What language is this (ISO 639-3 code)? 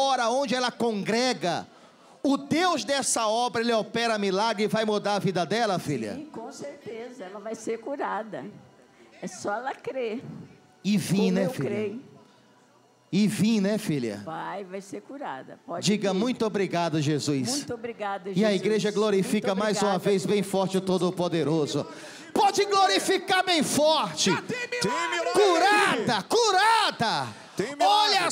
por